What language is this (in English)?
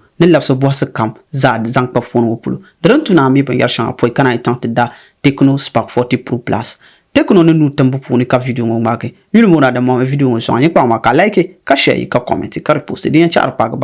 Dagbani